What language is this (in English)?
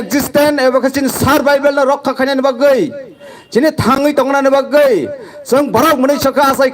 Kok Borok